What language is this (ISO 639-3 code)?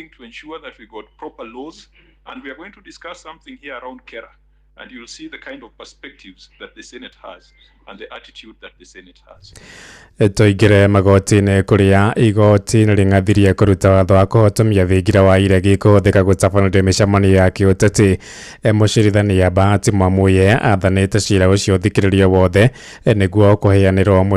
kik